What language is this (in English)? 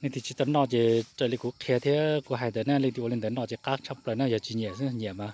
Hmong